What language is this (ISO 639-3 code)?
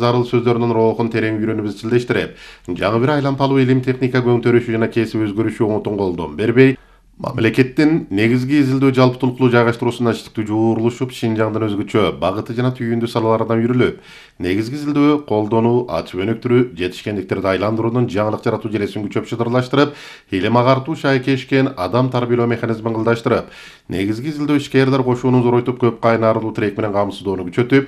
kir